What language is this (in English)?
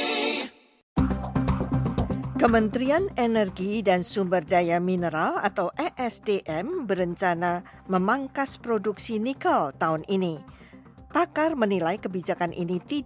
Indonesian